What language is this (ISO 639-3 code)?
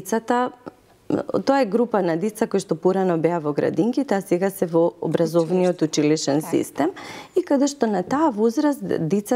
mkd